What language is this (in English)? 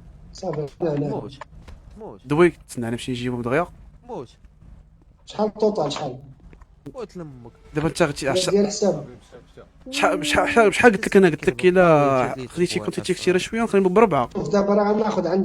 Moroccan Arabic